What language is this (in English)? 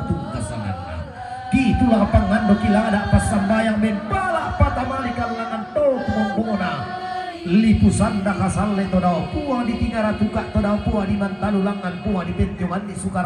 Toraja-Sa'dan